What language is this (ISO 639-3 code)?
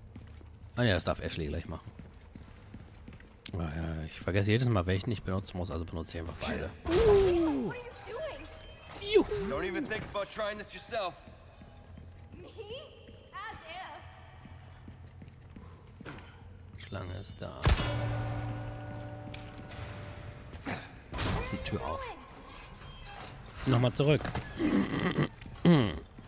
deu